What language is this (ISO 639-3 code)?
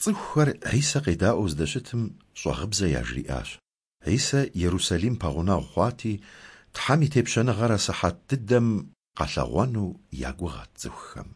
kbd